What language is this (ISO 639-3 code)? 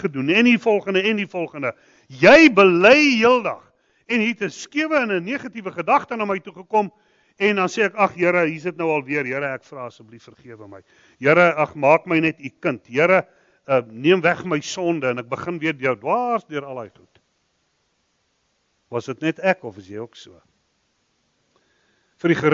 afr